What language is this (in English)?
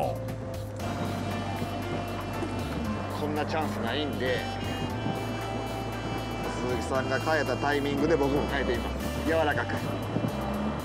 Japanese